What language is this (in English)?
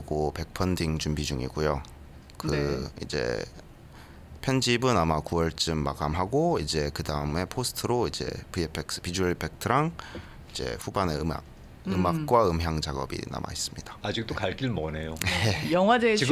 Korean